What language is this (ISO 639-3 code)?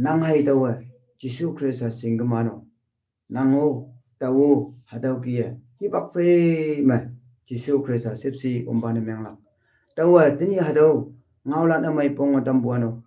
nbe